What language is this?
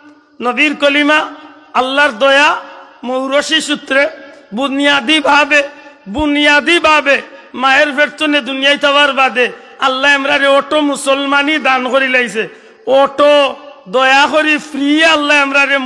Sylheti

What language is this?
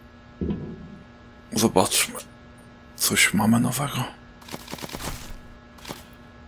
Polish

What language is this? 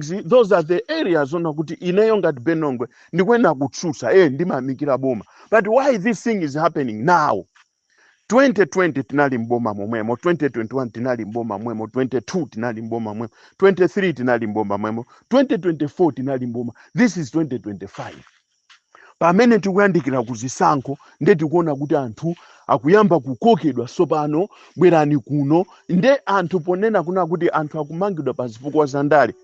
Nyanja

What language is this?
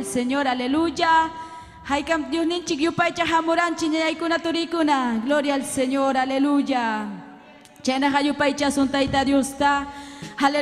Ayacucho Quechua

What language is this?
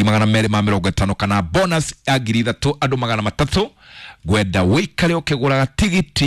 Kikuyu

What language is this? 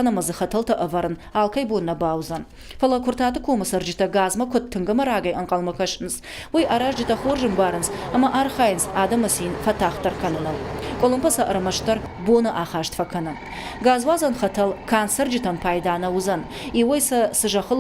Ossetic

